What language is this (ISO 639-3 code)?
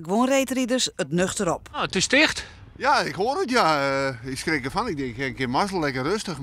fry